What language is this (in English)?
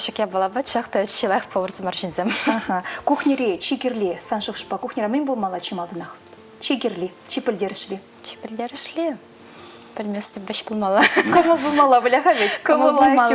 Chuvash